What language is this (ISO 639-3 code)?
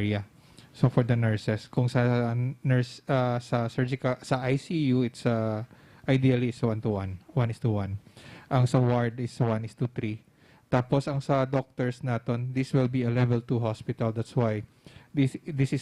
hil